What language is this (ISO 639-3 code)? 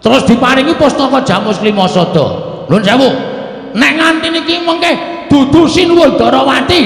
jav